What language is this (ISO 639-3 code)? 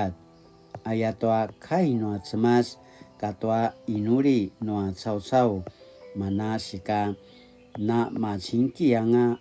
pwn